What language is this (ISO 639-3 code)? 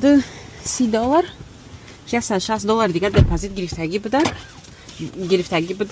tgk